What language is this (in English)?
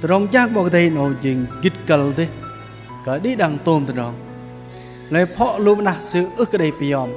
Bahnar